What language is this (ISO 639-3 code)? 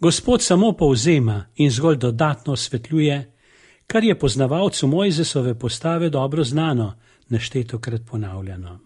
slv